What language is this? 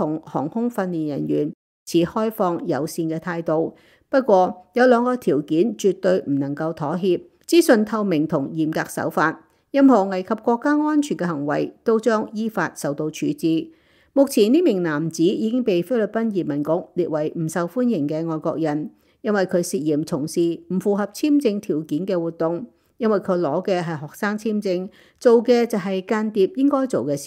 Cantonese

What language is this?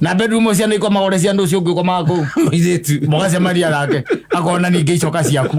Kikuyu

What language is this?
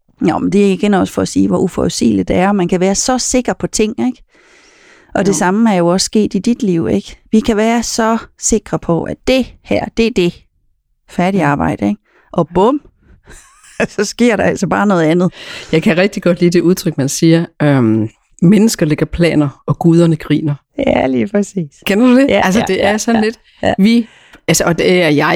Danish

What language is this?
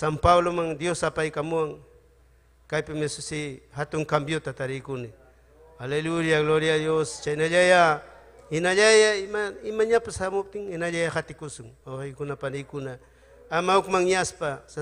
Ayacucho Quechua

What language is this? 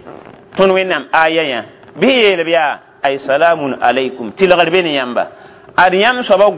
Mossi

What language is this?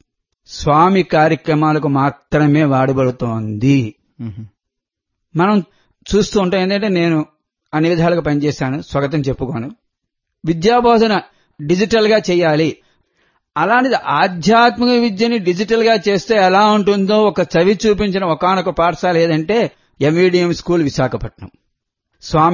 Telugu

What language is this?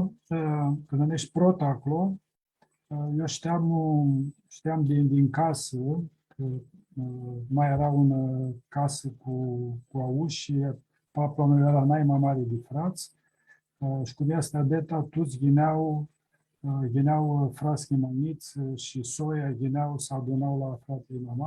Aromanian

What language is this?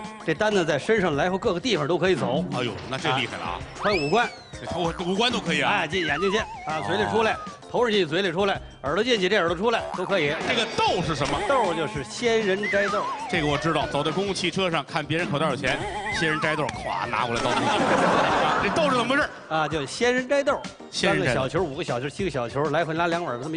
Chinese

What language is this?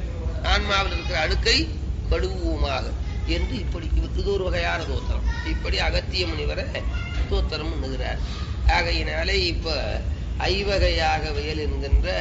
Tamil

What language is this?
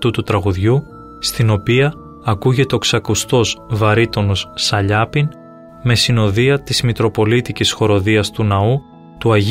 Greek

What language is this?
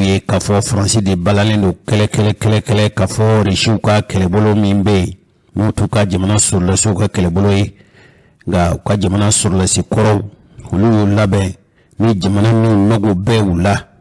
Bambara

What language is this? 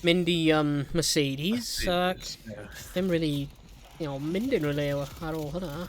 Welsh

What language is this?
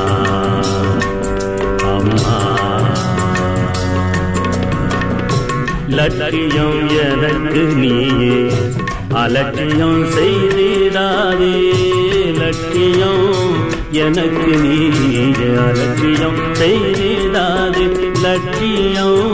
Tamil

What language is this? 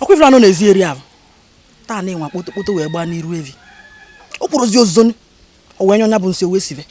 Igbo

